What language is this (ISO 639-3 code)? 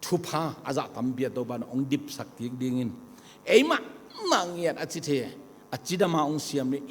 ctd